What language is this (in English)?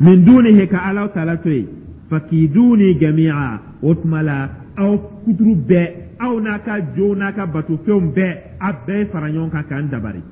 Dyula